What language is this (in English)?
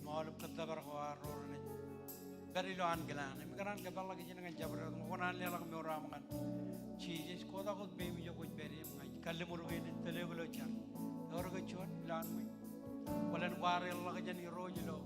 Marshallese